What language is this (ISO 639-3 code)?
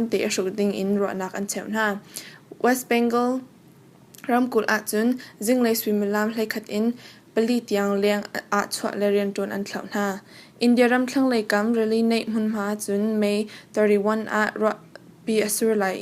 cnh